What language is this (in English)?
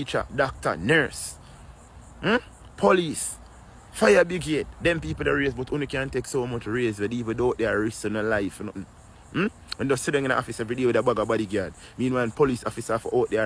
Jamaican Creole English